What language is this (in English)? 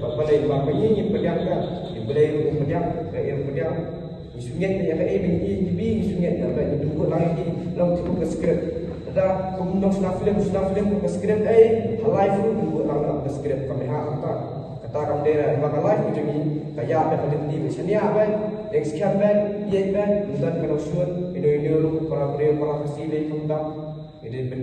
Khasi